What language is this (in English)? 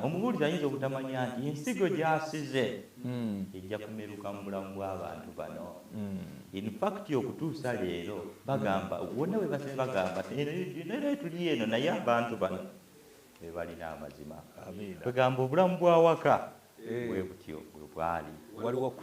Ganda